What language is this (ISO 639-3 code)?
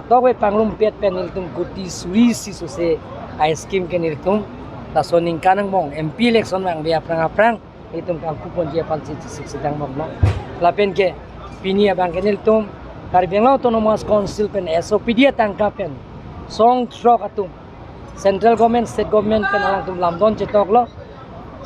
mjw